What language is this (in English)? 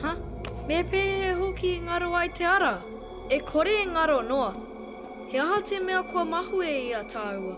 Māori